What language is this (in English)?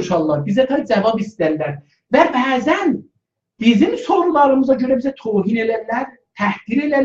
South Azerbaijani